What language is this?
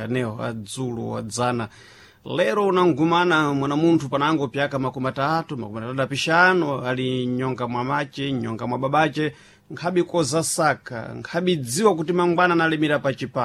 Sena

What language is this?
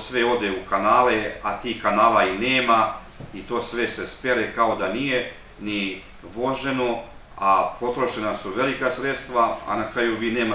Serbian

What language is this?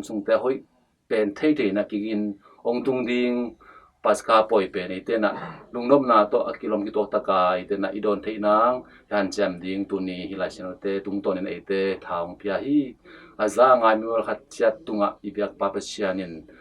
Tedim Chin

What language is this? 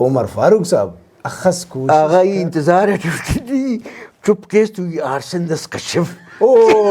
Brahui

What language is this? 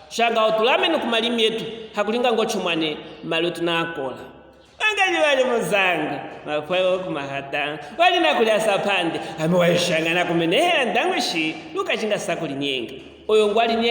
Luvale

